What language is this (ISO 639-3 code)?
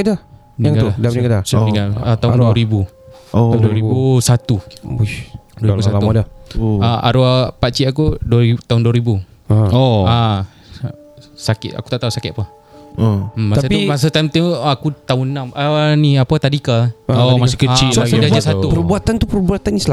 msa